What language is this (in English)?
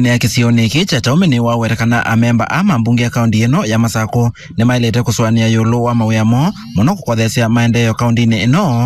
Kamba